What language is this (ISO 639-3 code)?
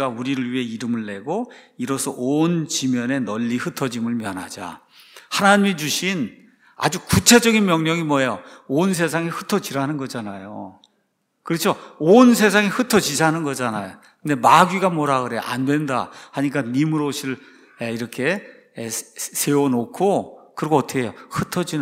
kor